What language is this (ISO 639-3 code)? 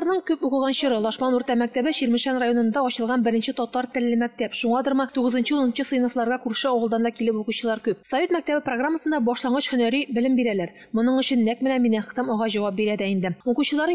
tat